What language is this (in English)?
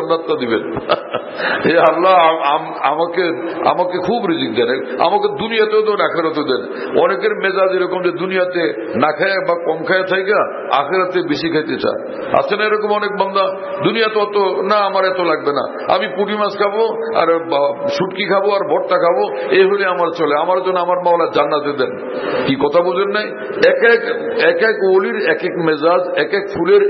Bangla